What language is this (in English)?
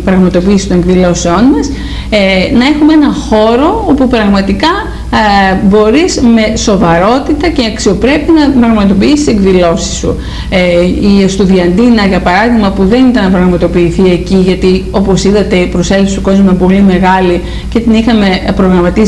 Greek